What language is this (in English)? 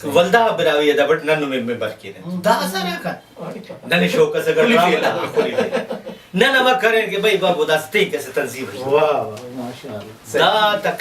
Brahui